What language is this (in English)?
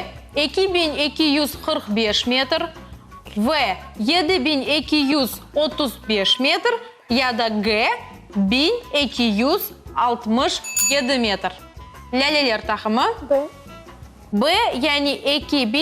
Crimean Tatar